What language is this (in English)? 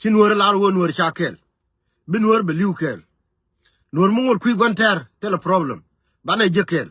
Nuer